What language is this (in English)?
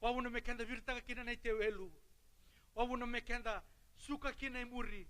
Fijian